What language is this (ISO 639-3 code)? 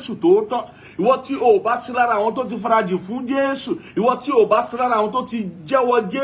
yor